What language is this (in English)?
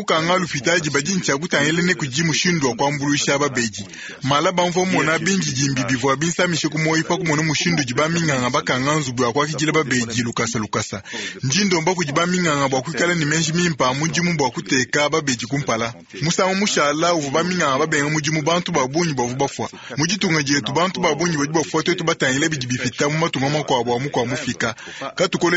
Luba-Lulua